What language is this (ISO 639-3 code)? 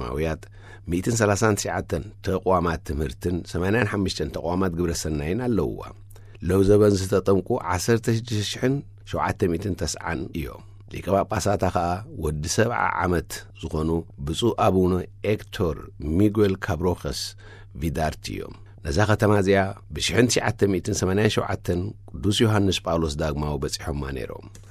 tir